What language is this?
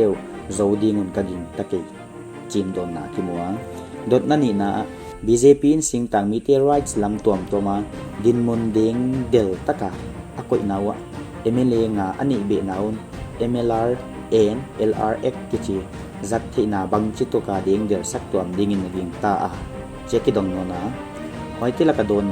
Paite Chin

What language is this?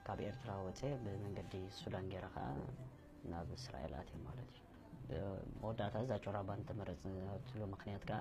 Tigrinya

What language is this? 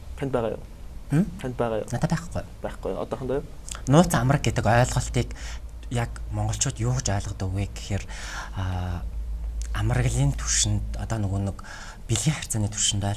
Mongolian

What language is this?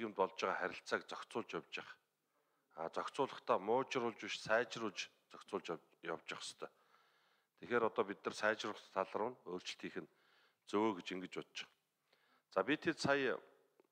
Mongolian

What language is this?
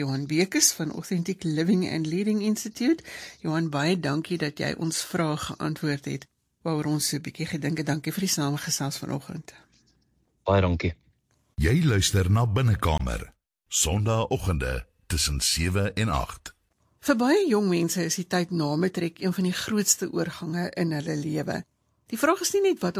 Afrikaans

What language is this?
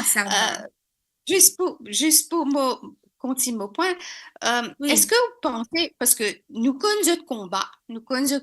Morisyen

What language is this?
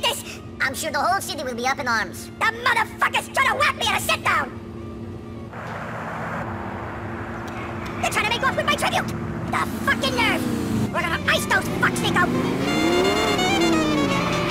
English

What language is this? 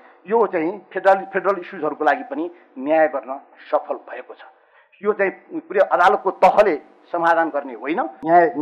Nepali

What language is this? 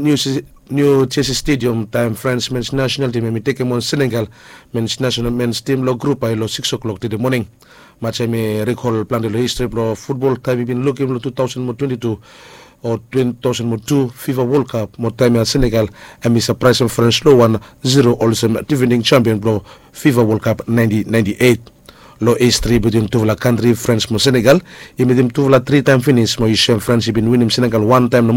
Bislama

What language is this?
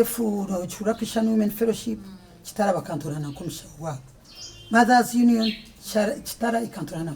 Nyankole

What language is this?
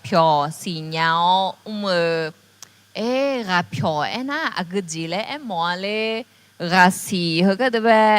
Akha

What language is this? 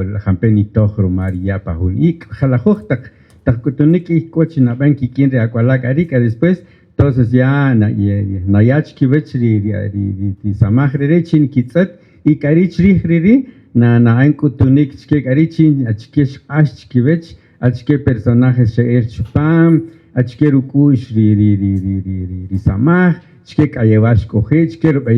Kaqchikel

